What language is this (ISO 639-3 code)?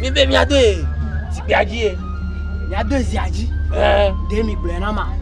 ewe